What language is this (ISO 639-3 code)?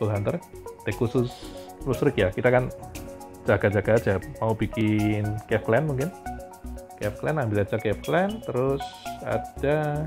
ind